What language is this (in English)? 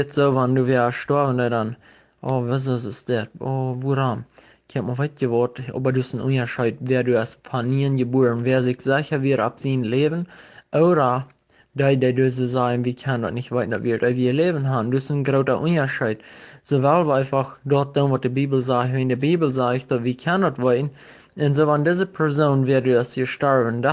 Plautdietsch